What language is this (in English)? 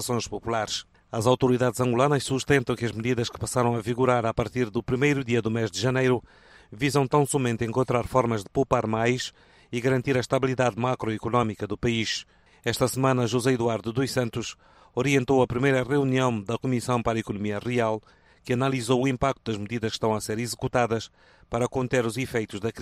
Portuguese